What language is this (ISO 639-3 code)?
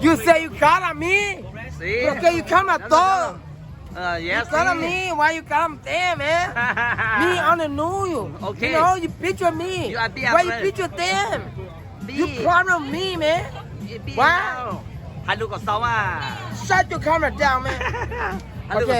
hmn